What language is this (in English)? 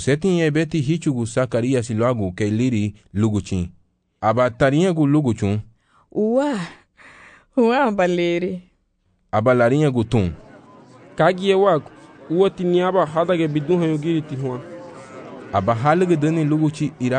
Garifuna